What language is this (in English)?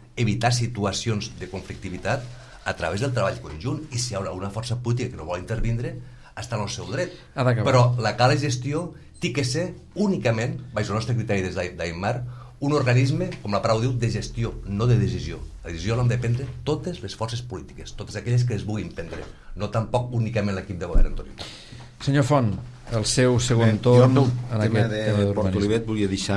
Catalan